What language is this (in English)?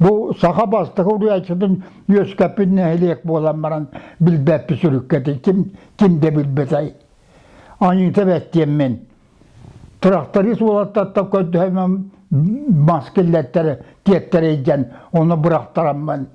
Yakut